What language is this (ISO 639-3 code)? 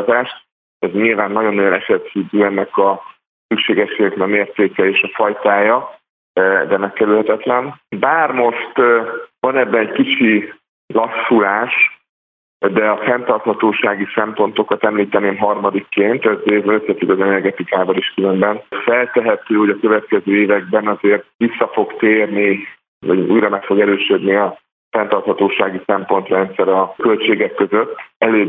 hun